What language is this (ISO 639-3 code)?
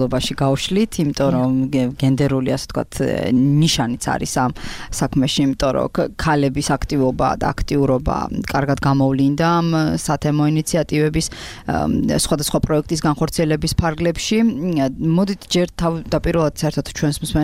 kat